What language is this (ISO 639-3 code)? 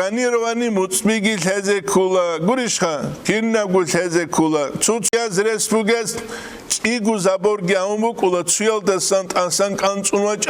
ava